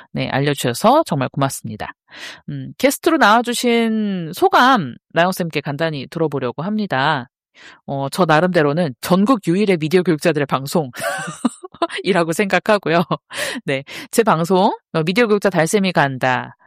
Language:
Korean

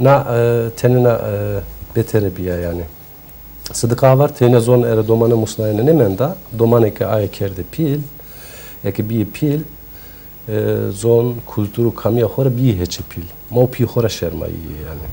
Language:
Zaza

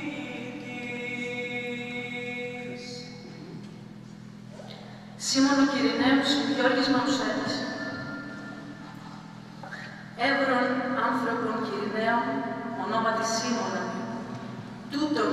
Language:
Greek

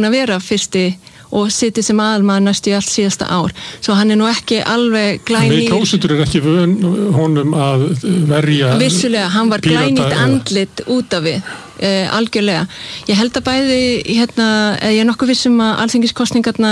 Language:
Icelandic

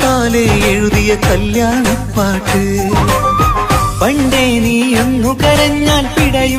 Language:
Malayalam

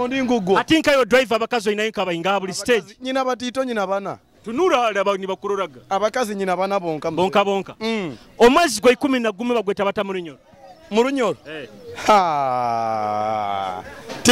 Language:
Nyoro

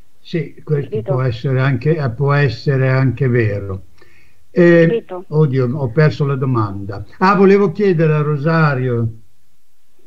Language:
Italian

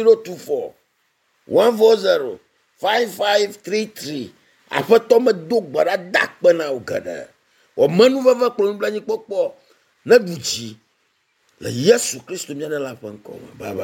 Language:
Ewe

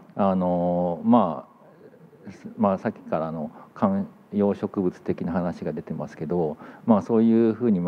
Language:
Japanese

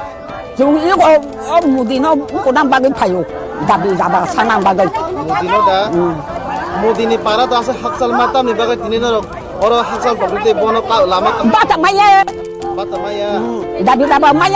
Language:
Kok Borok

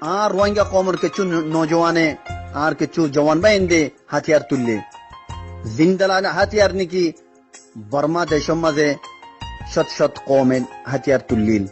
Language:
Rohingya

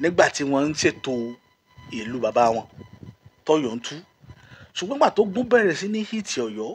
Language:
Yoruba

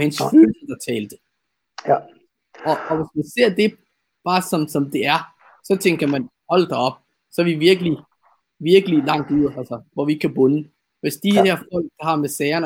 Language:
Danish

